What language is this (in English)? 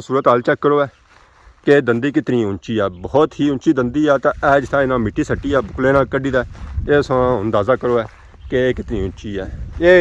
Pahari-Potwari